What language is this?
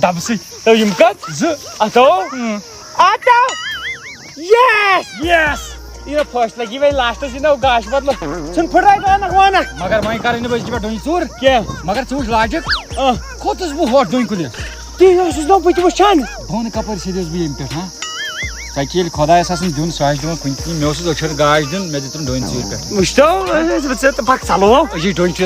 Kashmiri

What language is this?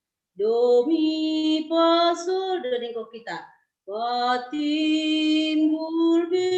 Batak Simalungun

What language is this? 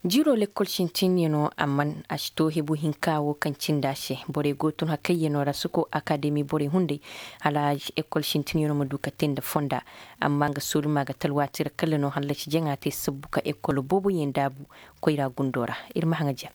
Koyraboro Senni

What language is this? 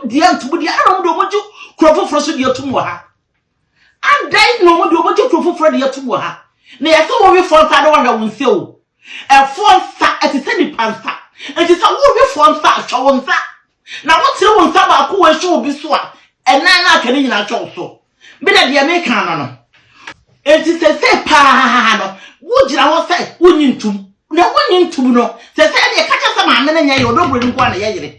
Akan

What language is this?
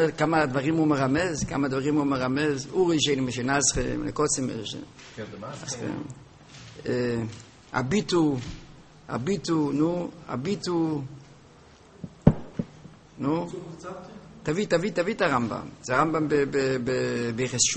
Hebrew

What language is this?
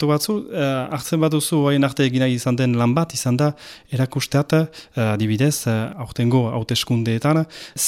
Basque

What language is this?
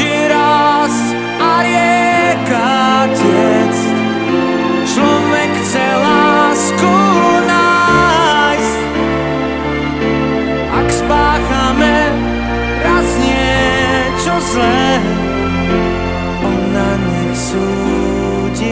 Slovak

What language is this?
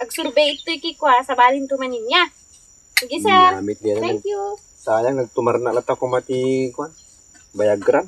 Iloko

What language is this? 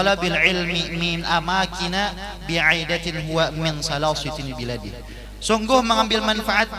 Banjar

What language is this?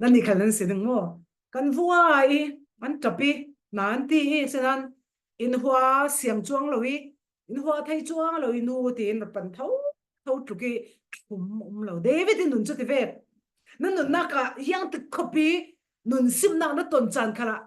Falam Chin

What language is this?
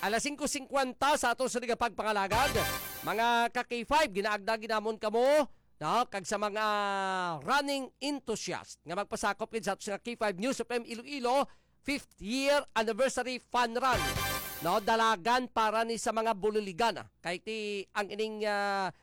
Hiligaynon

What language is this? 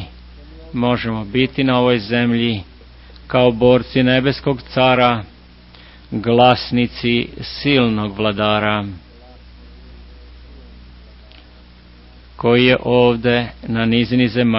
Serbian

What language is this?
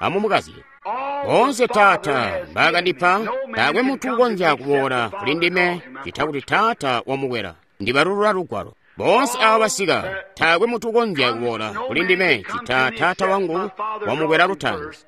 Tonga (Zambia)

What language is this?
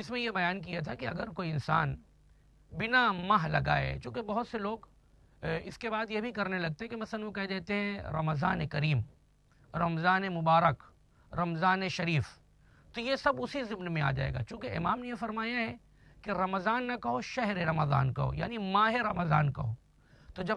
Urdu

